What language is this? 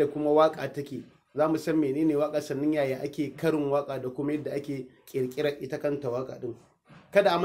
Hausa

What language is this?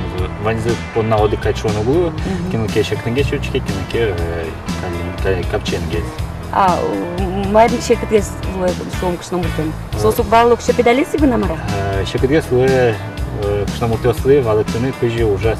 Udmurt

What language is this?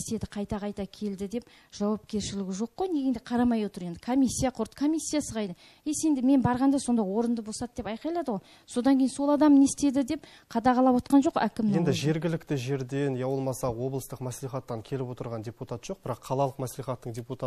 Kazakh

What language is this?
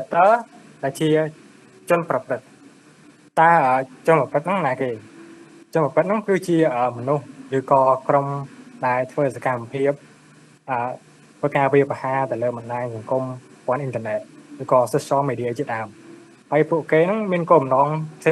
Khmer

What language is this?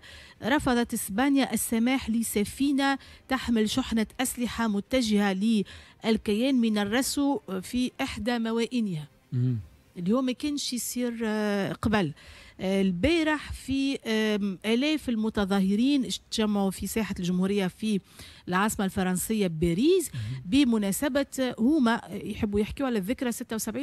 Tunisian Arabic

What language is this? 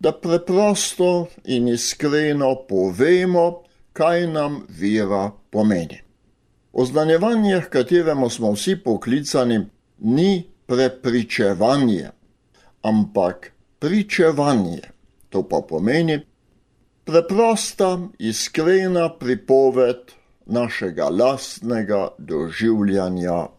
Slovenian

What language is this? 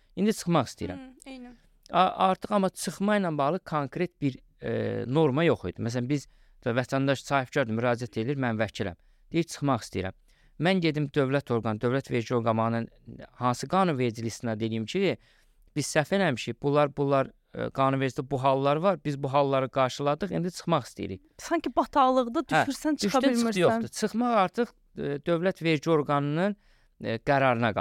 Azerbaijani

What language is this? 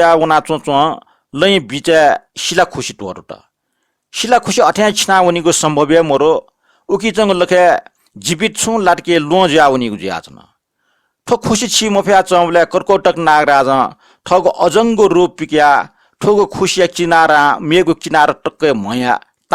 Newari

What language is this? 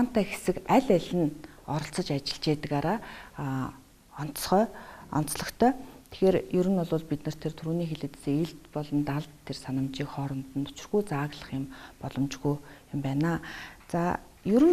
Mongolian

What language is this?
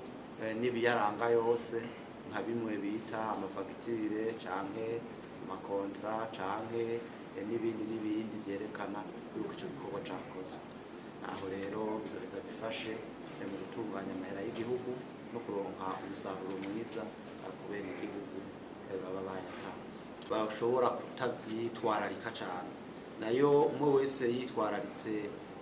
Rundi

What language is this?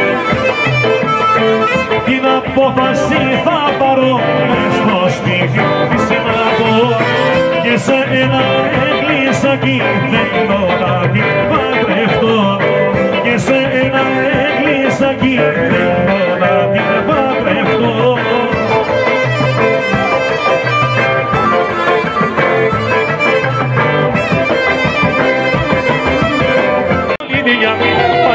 Greek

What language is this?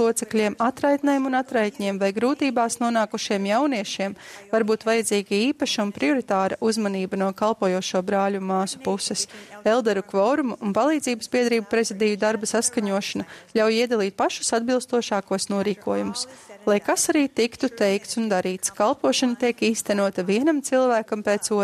Latvian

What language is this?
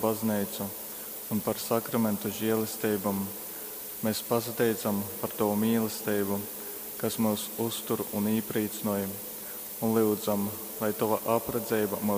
Latgalian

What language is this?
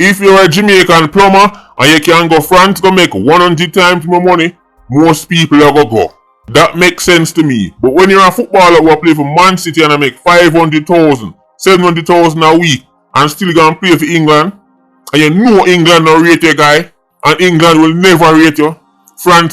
Jamaican Creole English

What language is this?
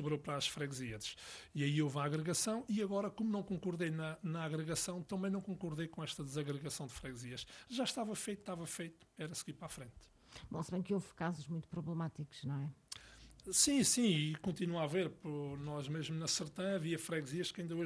Portuguese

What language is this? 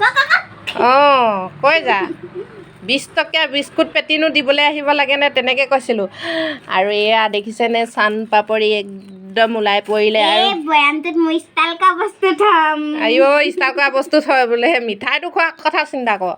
Assamese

